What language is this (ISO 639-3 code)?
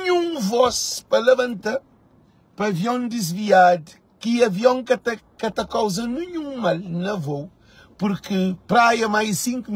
kea